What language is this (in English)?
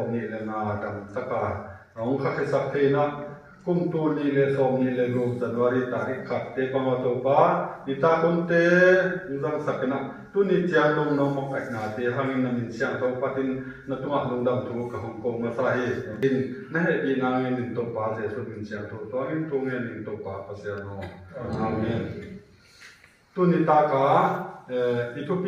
Tedim Chin